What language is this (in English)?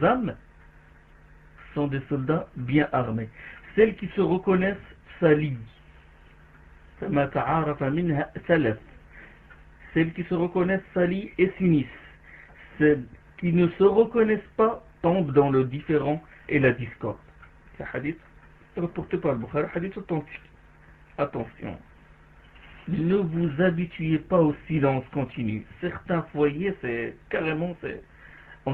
French